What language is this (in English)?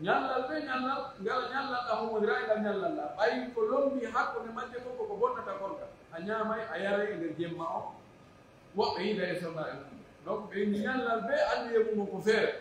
Pular